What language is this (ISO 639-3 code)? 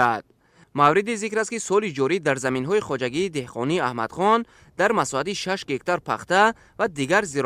tgk